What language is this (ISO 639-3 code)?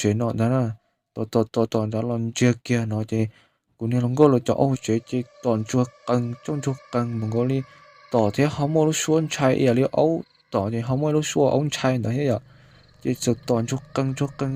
hmn